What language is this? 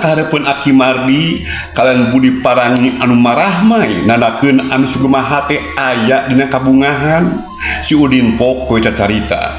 Sundanese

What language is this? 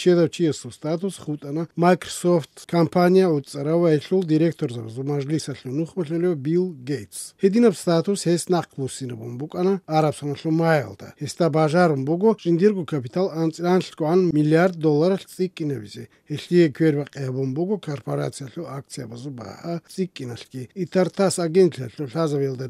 Avaric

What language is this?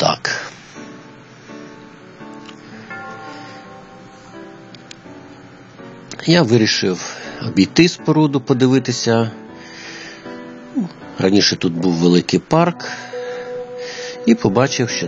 Ukrainian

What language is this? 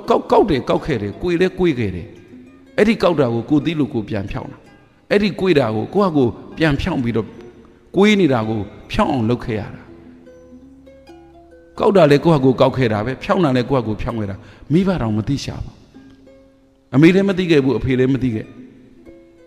Burmese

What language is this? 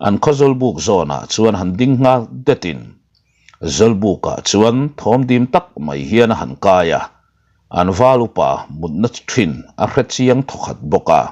Mizo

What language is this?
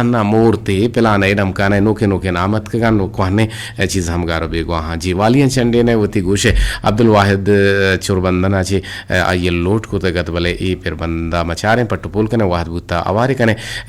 Eastern Balochi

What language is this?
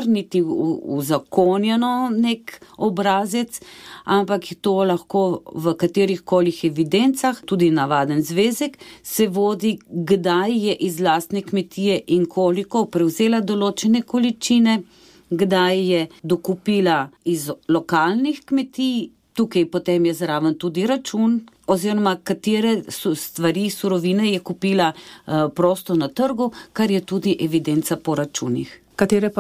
Slovenian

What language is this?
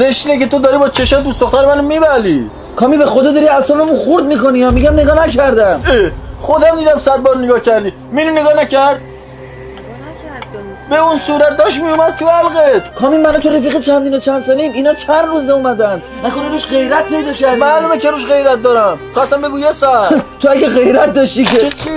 Tajik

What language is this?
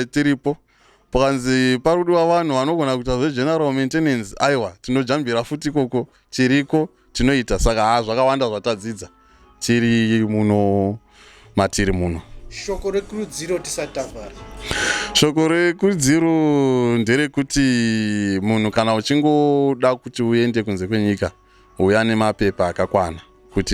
Shona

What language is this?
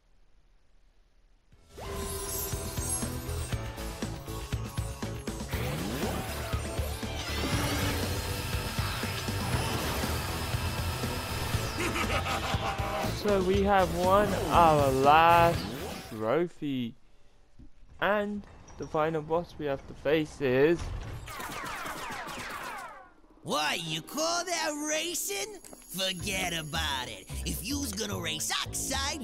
English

